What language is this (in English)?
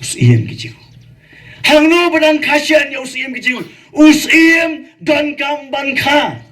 Khasi